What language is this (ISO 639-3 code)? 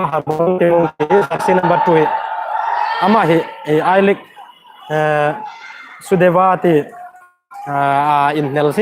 hmr